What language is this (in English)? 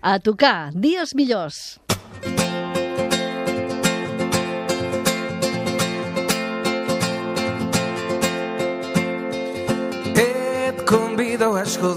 Catalan